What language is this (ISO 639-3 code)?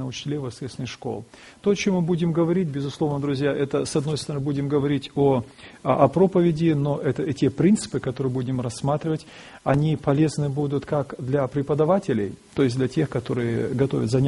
rus